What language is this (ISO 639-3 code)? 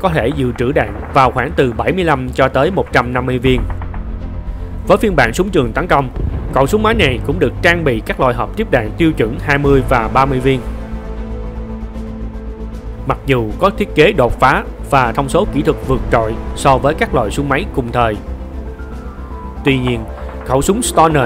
vie